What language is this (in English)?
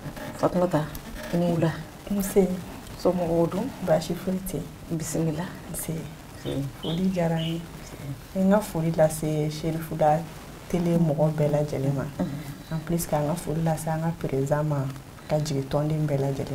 Bambara